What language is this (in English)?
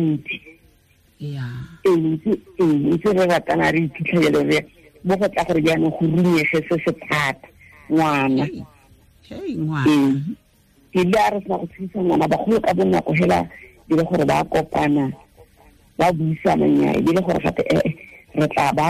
Tswana